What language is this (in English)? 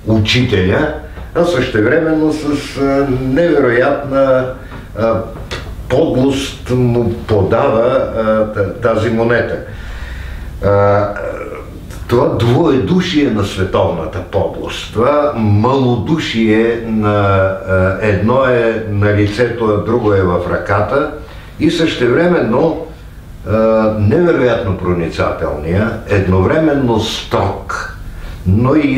Bulgarian